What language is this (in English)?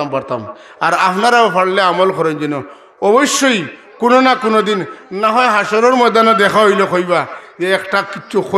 Sylheti